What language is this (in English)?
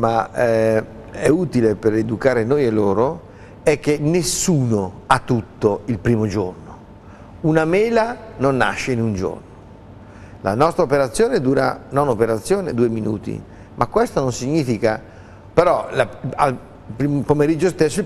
Italian